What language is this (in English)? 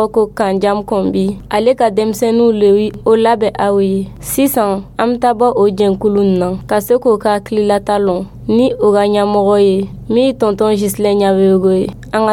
Dyula